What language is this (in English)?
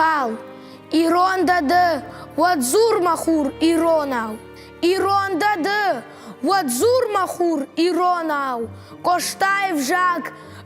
Ossetic